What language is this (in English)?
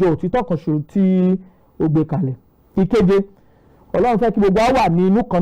Yoruba